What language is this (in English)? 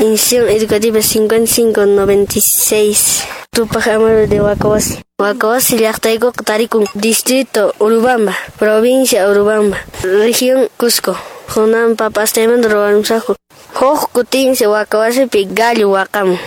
Quechua